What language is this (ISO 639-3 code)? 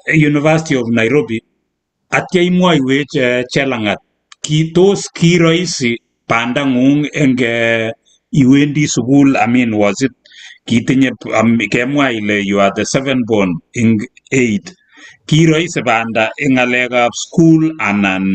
kln